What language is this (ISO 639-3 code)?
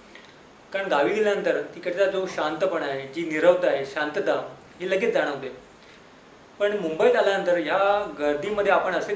mar